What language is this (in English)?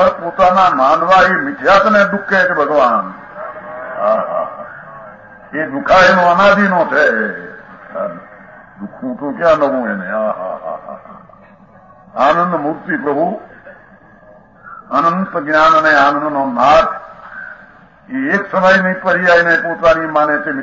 Gujarati